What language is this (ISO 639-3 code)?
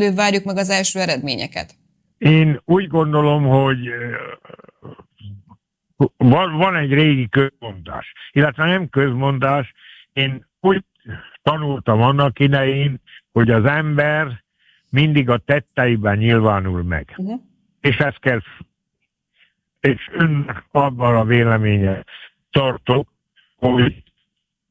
hun